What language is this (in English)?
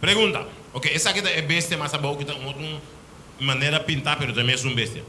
Papiamento